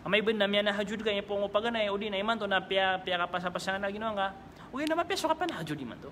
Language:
Maranao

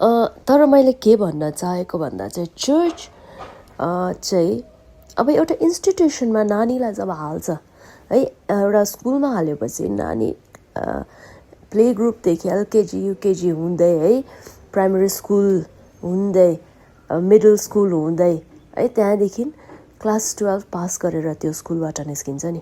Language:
Nepali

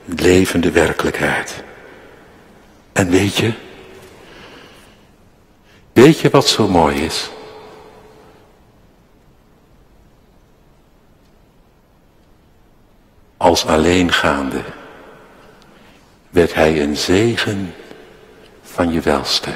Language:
Dutch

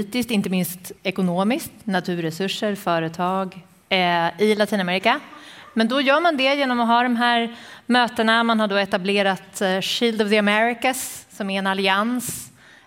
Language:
Swedish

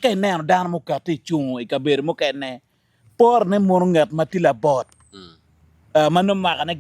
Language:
Acoli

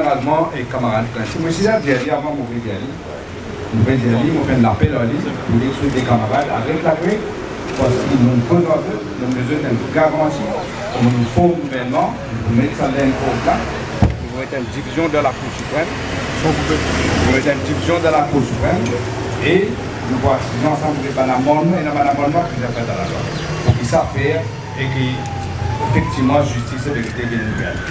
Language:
Morisyen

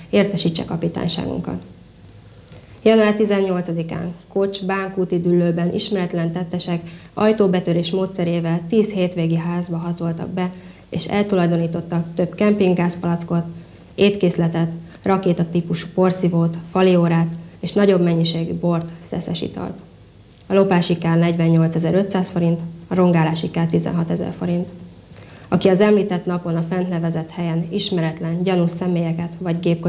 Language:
Hungarian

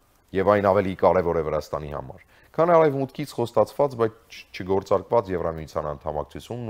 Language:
Armenian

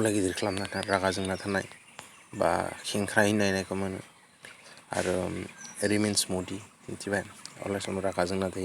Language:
Bodo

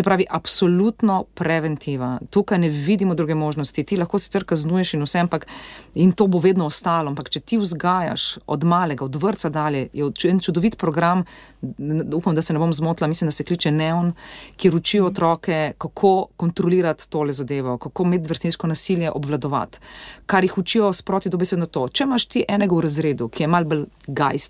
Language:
Slovenian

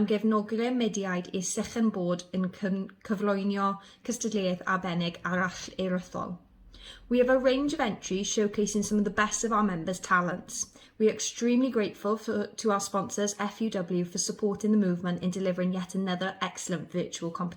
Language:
Welsh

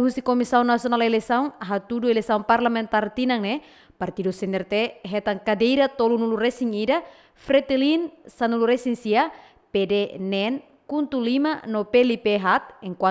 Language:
Tetum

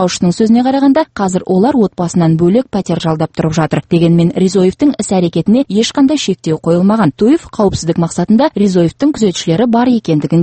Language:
Kazakh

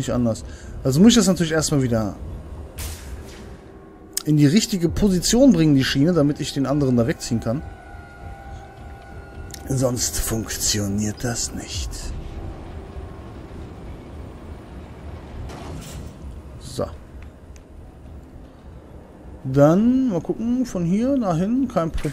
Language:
German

